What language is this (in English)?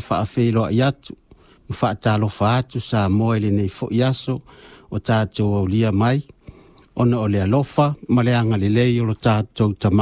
Samoan